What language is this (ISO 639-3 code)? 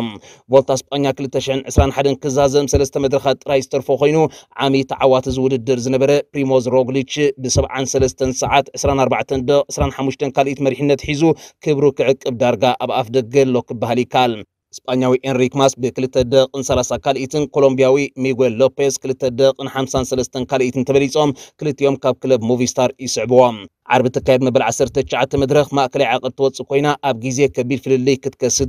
tir